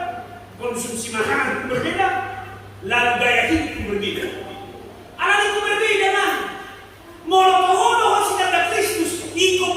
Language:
Batak Toba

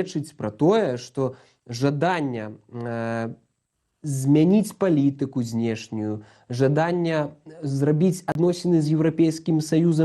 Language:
Belarusian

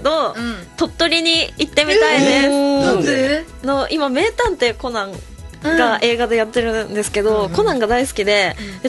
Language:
Japanese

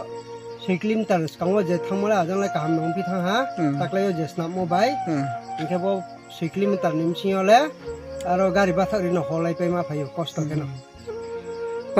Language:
Riang (India)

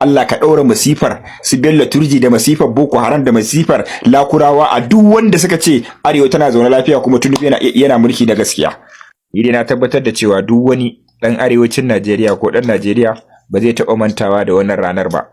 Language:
Hausa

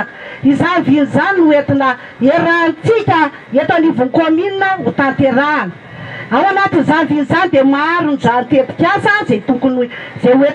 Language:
Malagasy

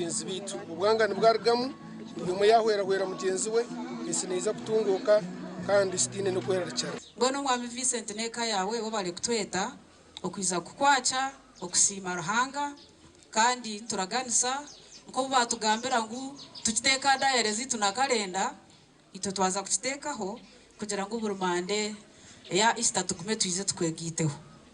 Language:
Nyankole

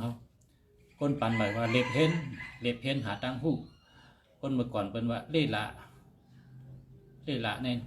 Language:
Shan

